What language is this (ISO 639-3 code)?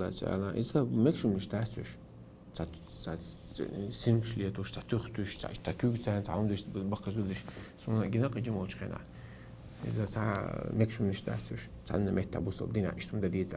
che